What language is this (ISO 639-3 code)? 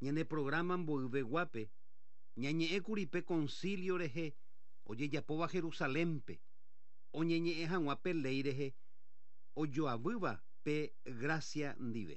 grn